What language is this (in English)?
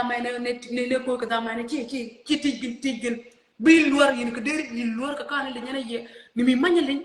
Nuer